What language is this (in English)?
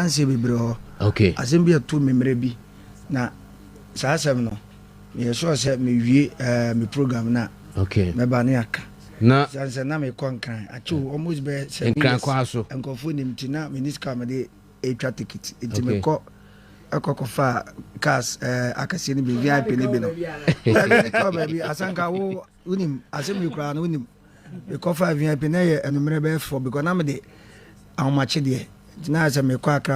Akan